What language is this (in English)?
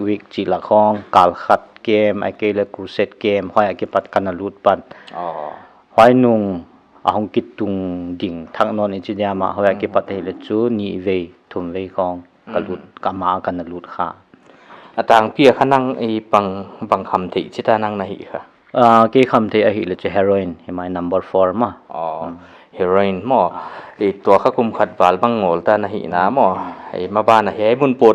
Paite Chin